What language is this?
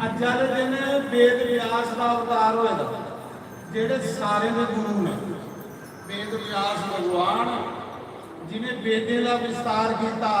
Dogri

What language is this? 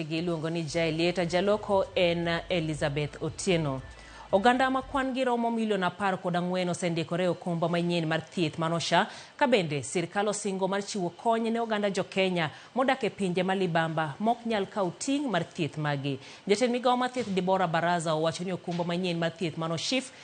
Luo (Kenya and Tanzania)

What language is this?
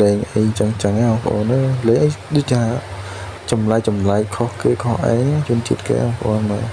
Khmer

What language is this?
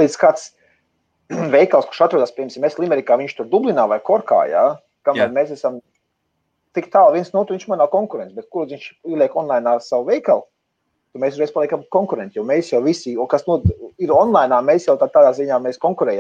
Latvian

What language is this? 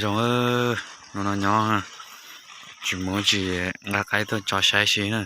Hmong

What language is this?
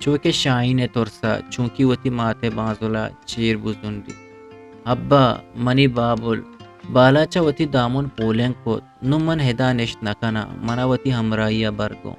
Eastern Balochi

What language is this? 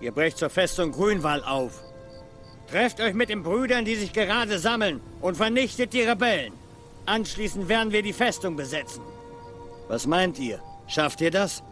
Swiss German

